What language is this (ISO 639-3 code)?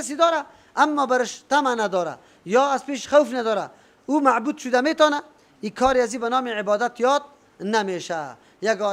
fas